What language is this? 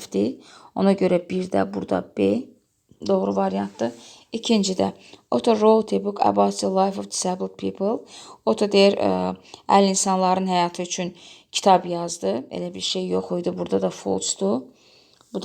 Azerbaijani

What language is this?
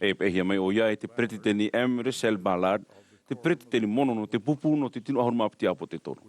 Tahitian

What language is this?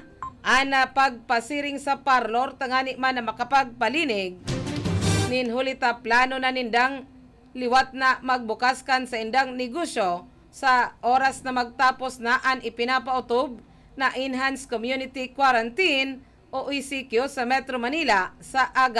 Bikol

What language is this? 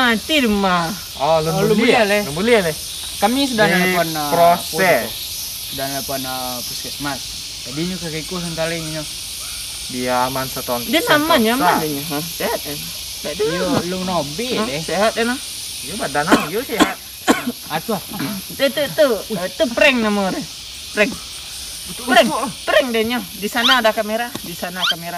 Minangkabau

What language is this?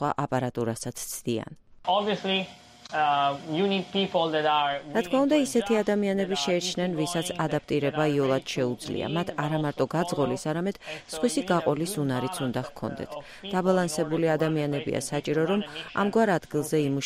Georgian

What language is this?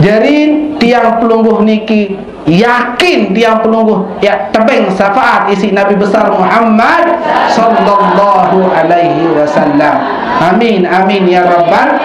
Sasak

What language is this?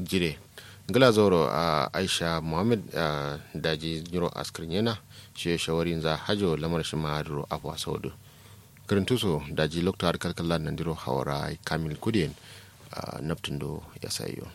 Kanuri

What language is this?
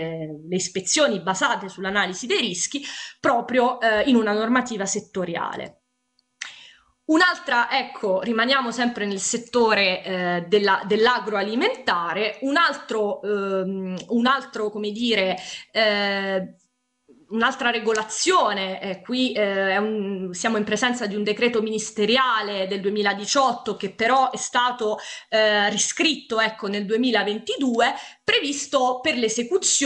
Italian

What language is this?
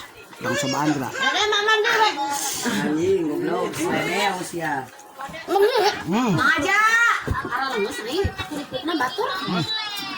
Sundanese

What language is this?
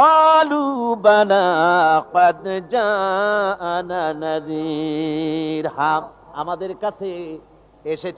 Bangla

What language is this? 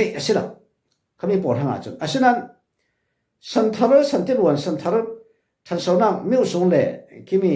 Falam Chin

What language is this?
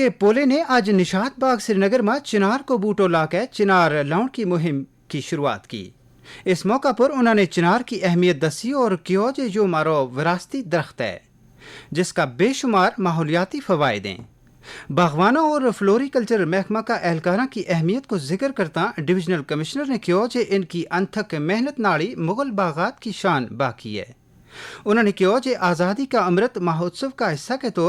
Gujari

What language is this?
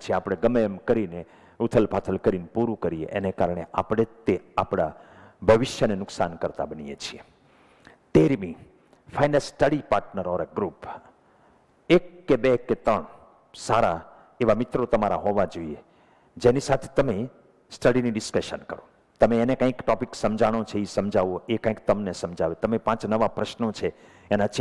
Gujarati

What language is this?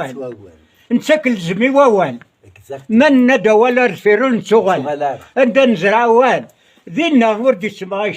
Kabyle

